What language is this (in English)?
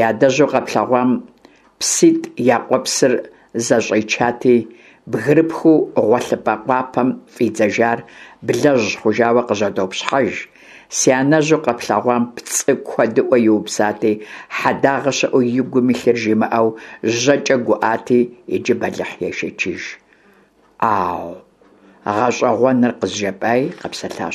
Kabardian